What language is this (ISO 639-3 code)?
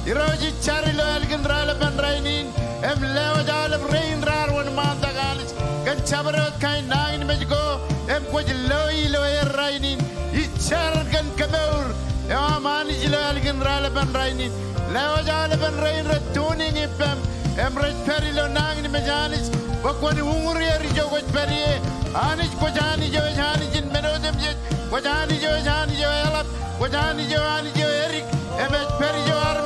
mah